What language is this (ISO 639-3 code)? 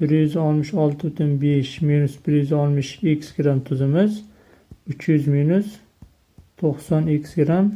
uzb